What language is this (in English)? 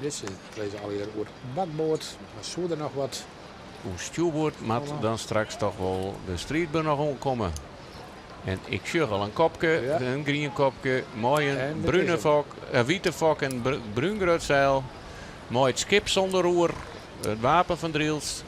Western Frisian